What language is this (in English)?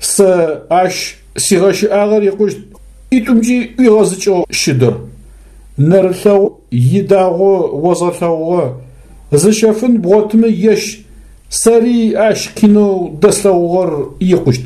Adyghe